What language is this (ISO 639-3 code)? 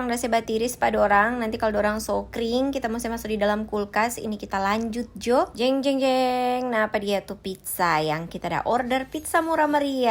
xmm